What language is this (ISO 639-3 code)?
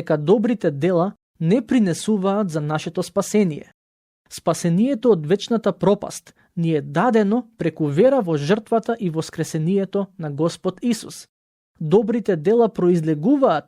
mkd